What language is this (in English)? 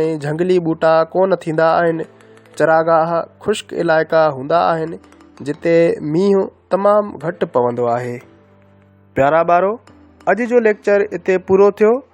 Sindhi